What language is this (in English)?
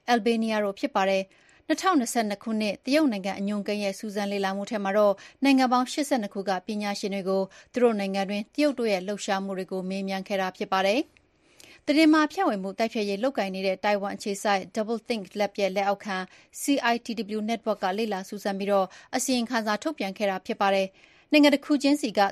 Burmese